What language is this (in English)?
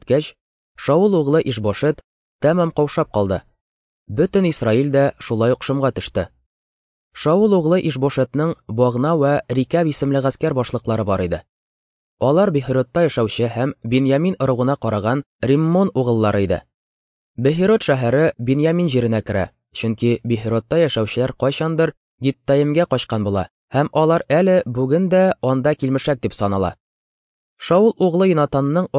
Tatar